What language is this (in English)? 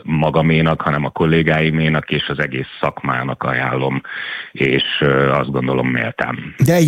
Hungarian